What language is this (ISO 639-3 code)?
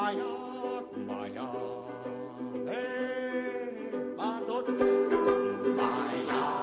cat